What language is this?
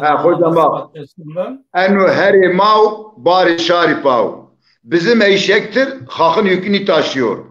Zaza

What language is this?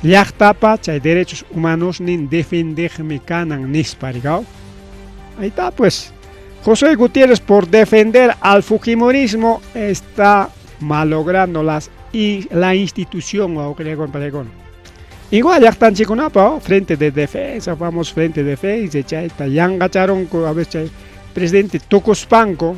Ayacucho Quechua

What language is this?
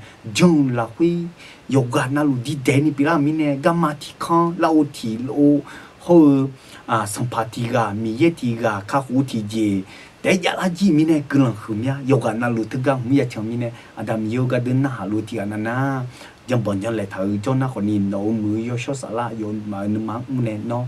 Akha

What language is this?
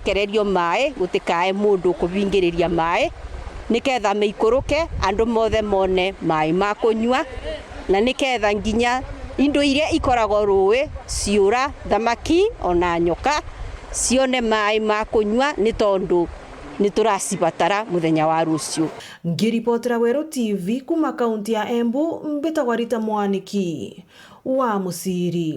Meru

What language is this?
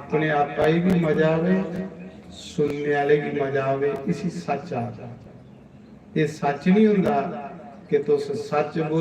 Dogri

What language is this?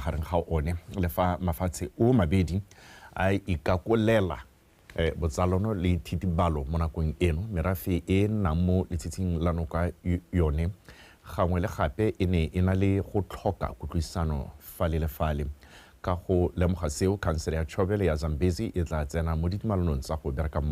Tswana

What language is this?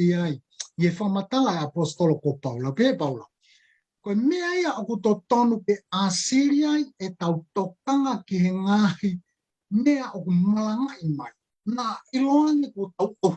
Tongan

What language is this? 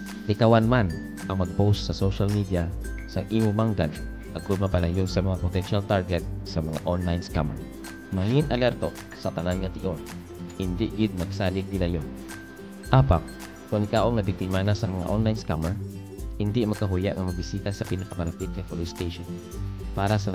Hiligaynon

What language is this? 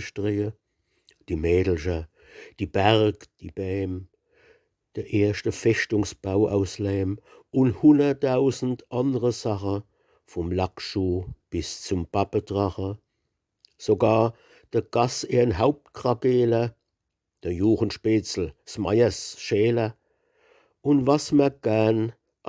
Palatine German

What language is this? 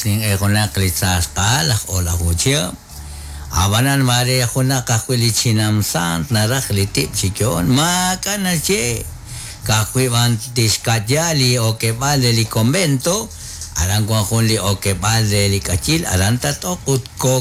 Kekchí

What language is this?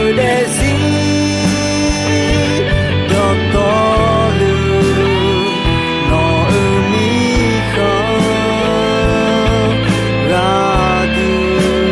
Akha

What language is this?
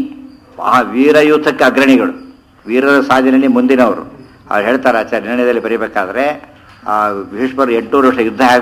Kannada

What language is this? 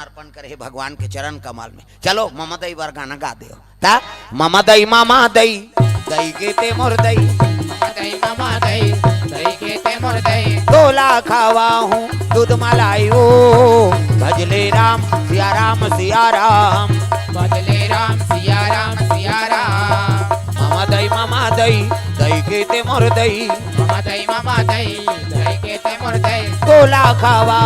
Chhattisgarhi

